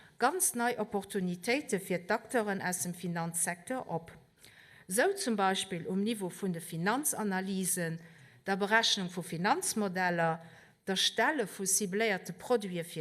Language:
Luxembourgish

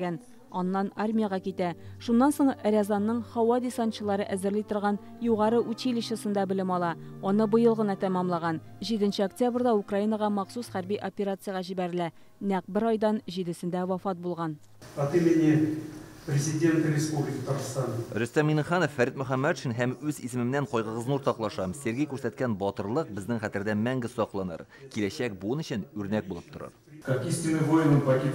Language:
Tatar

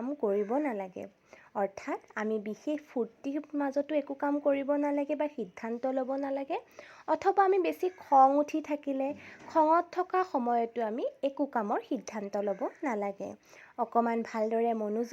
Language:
Assamese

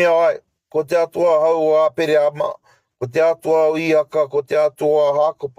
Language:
Māori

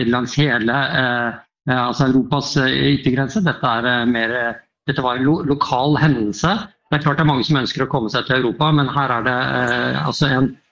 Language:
Norwegian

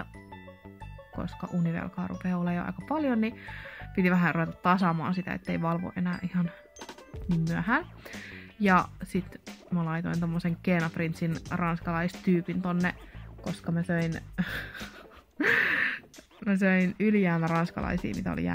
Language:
Finnish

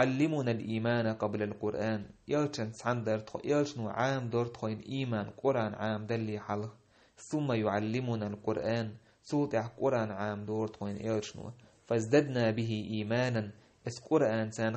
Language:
Chechen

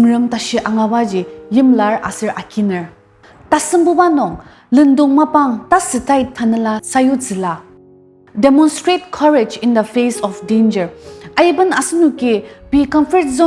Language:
Ao Naga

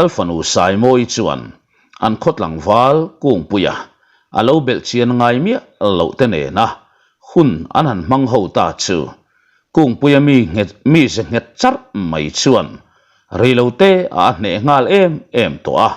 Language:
Mizo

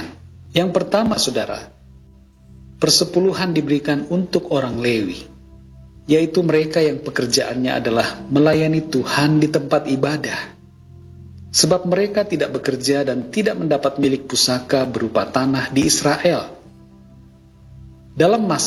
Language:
Indonesian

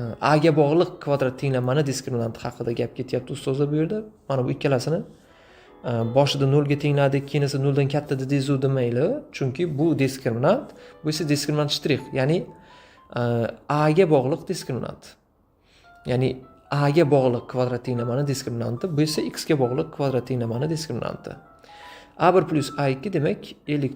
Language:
Uzbek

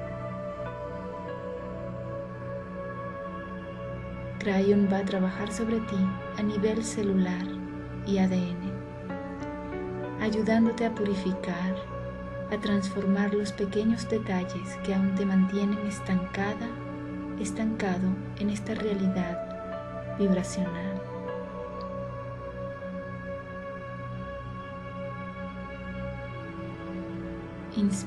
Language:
Spanish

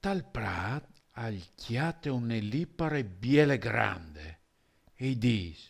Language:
Friulian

